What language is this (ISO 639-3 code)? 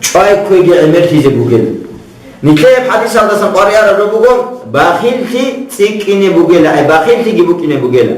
ava